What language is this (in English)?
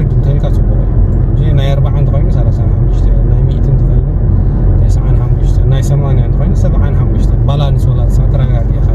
Tigrinya